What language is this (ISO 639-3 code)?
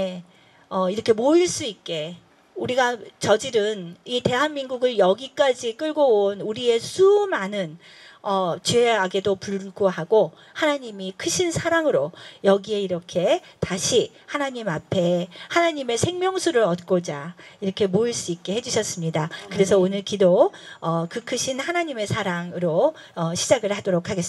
kor